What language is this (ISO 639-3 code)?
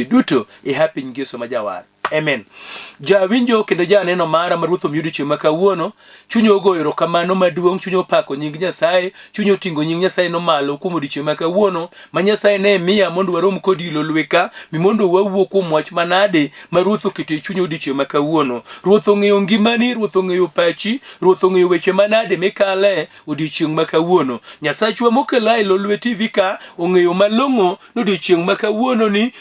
luo